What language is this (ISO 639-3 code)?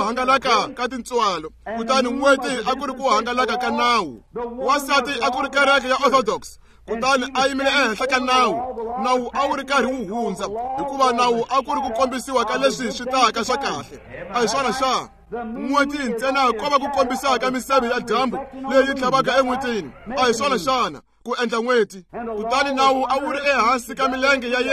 tso